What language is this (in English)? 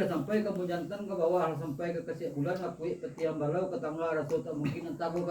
Minangkabau